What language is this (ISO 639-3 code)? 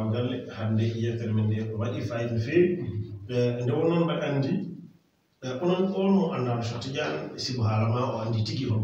ful